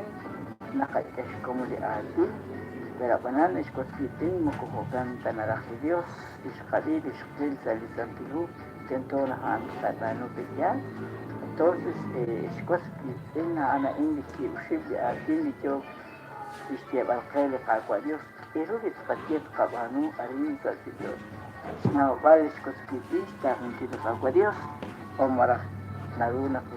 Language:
Kekchí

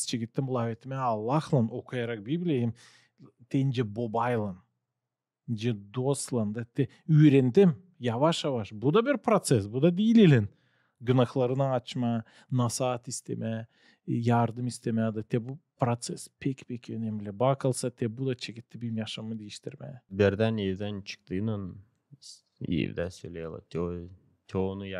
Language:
Gagauz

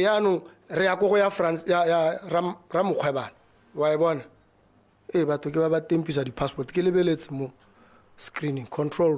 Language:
Tswana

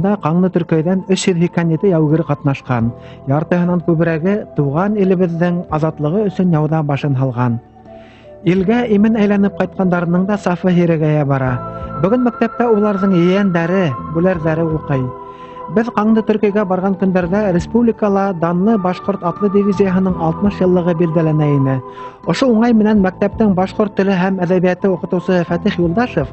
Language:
Bashkir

